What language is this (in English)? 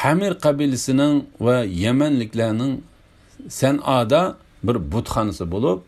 Uyghur